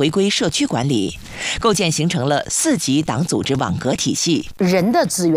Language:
Chinese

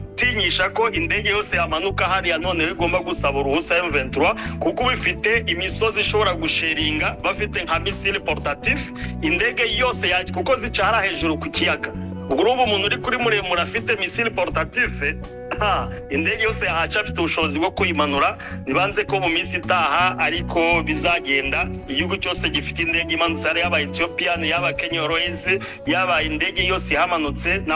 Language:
Kinyarwanda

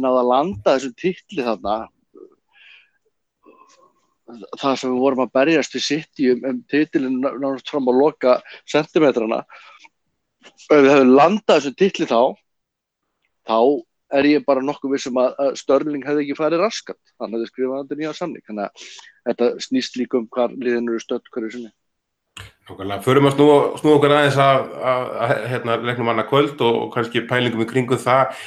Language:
Icelandic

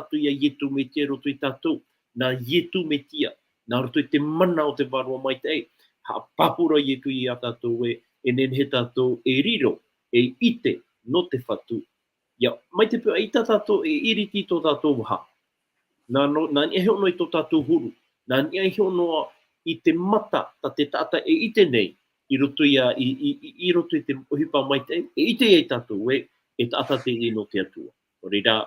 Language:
Tahitian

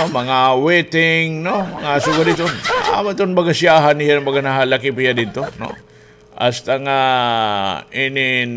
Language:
Waray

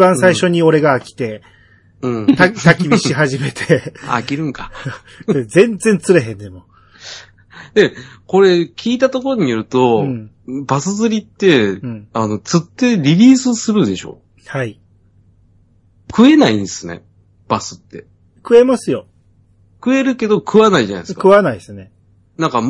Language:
Japanese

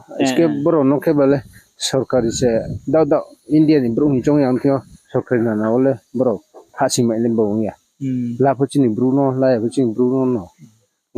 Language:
Riang (India)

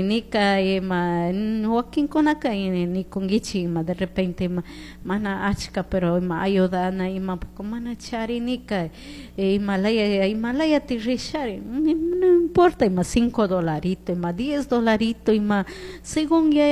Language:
Chimborazo Highland Quichua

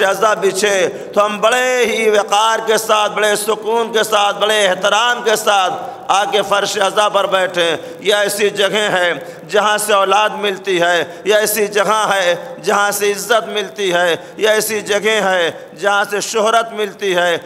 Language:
Urdu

